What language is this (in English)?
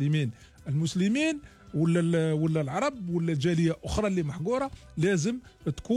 Algerian Arabic